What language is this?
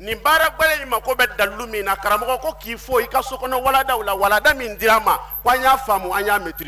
Bambara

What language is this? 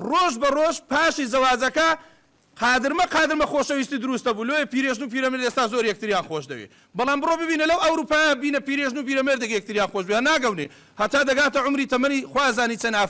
Central Kurdish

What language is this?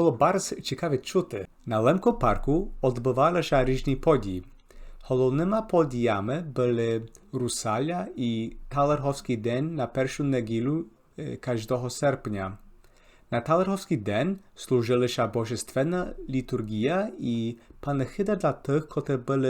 Rusyn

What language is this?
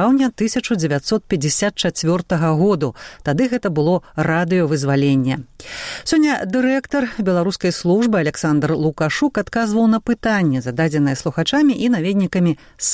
Belarusian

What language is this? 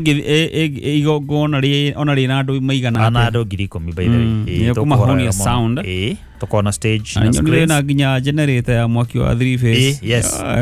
Kikuyu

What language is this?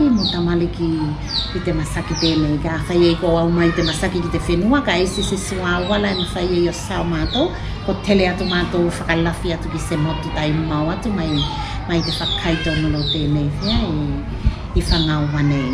Tuvalu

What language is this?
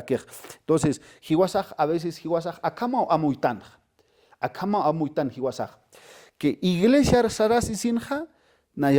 Aymara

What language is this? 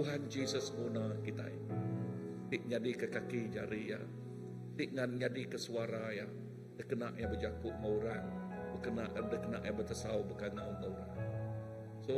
Iban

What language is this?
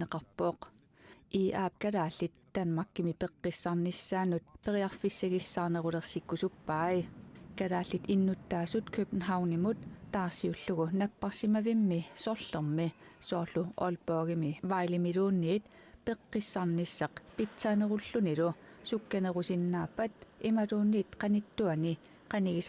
Kalaallisut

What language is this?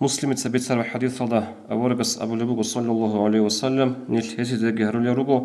Avaric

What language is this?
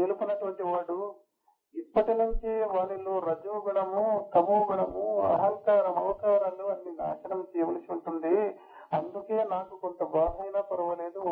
Telugu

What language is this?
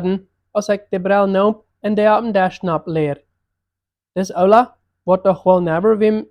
Plautdietsch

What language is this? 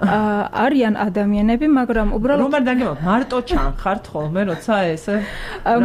Georgian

